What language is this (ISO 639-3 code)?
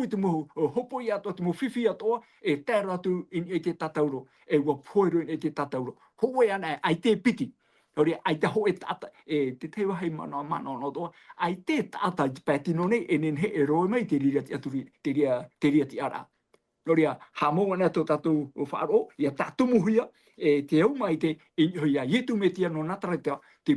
tah